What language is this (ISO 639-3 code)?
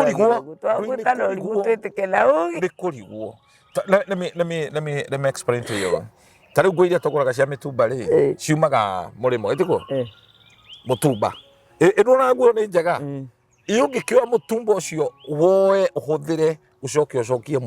kik